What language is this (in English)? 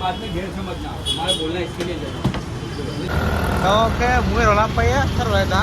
Riang (India)